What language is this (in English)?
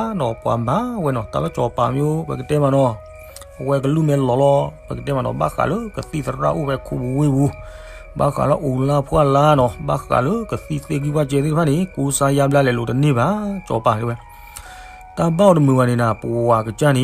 S'gaw Karen